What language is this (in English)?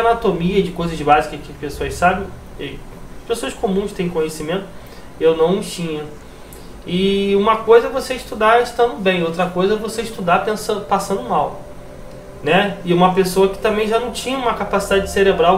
Portuguese